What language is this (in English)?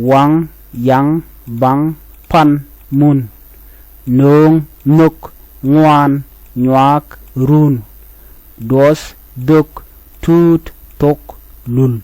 Nuer